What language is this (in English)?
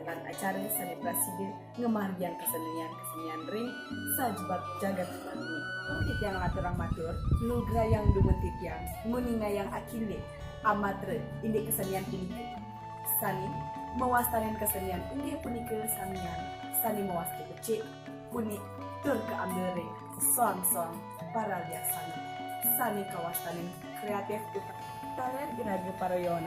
Balinese